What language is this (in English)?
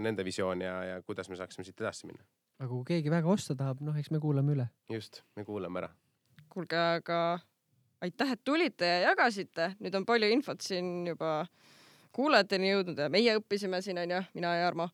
Estonian